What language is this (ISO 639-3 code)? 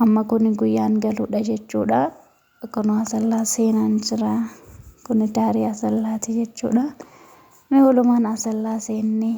orm